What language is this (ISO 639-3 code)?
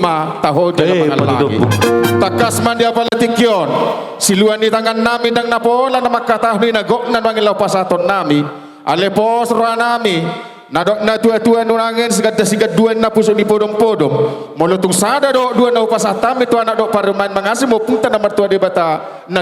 bbc